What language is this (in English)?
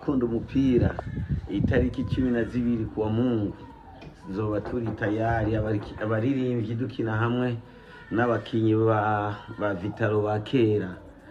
Rundi